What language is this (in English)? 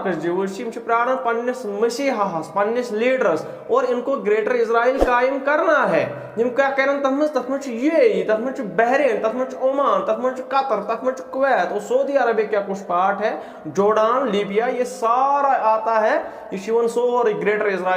Kashmiri